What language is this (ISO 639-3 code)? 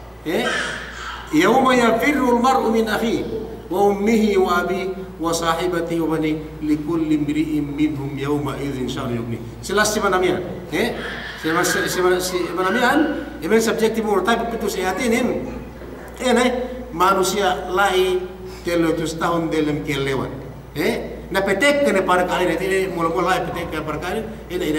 yka